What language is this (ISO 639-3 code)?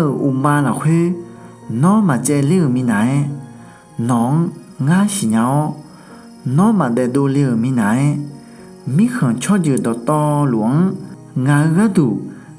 ahk